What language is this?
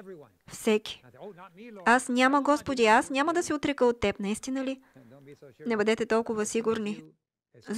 Bulgarian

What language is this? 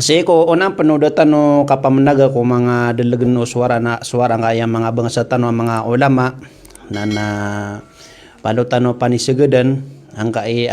Maranao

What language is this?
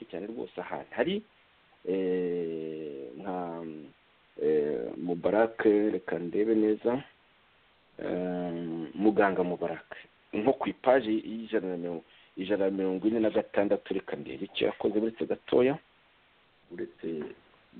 Kinyarwanda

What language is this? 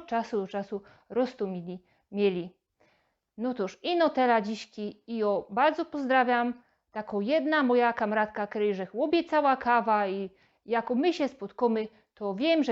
Silesian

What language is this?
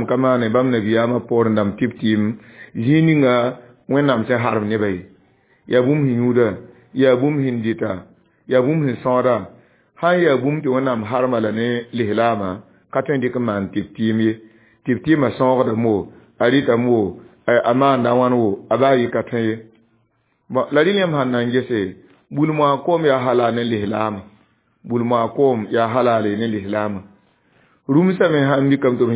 Mossi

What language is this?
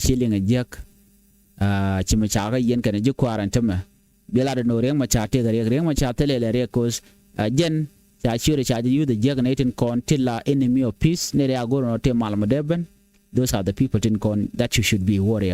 Nuer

